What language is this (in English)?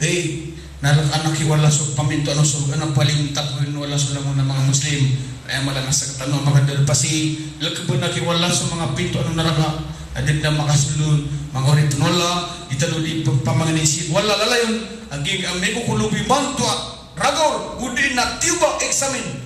Maranao